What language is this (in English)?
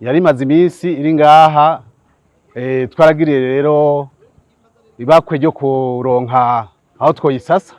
Rundi